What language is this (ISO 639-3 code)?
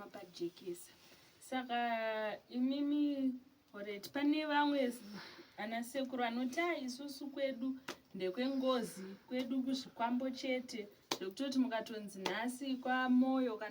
sna